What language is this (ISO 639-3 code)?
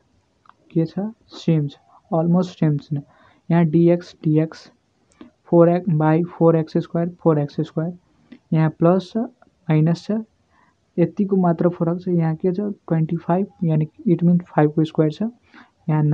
nep